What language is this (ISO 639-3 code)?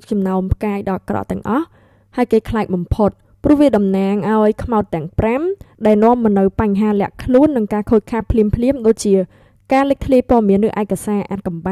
khm